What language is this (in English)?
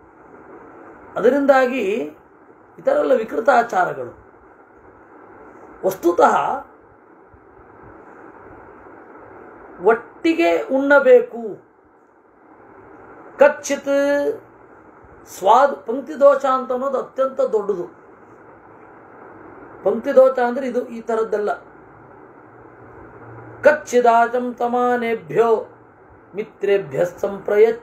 Kannada